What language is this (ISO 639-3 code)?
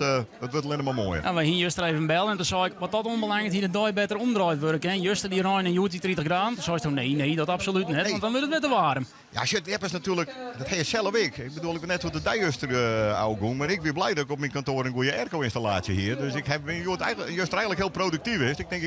fry